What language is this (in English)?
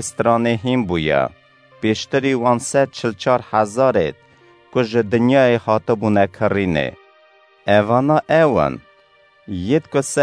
Kurdish